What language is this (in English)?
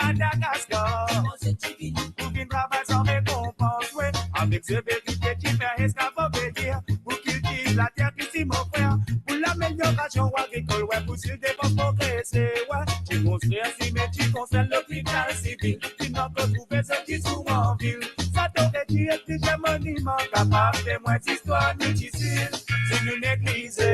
Morisyen